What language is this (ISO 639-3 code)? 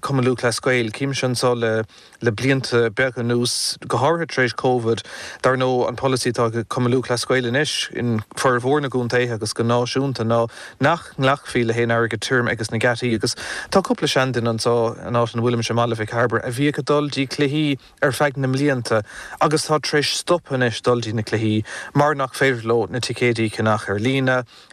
gle